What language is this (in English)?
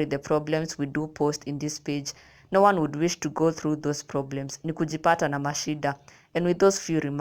Kikuyu